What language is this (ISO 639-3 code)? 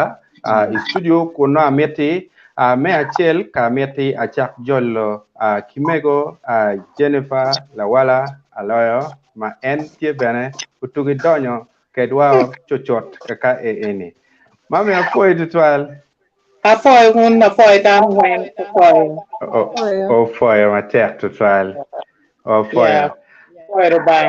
ach